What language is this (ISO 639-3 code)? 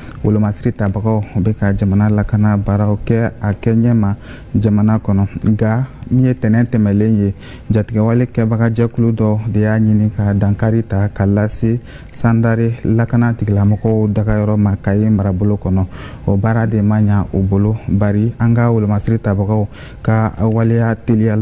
bam